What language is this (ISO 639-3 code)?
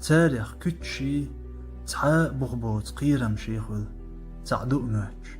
che